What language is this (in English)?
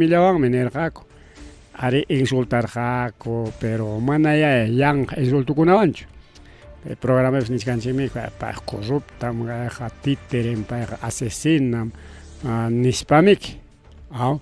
Ayacucho Quechua